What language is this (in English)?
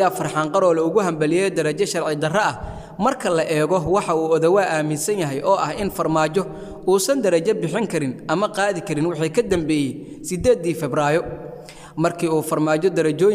Somali